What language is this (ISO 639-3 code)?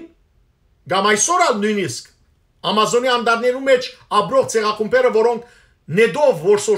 hyw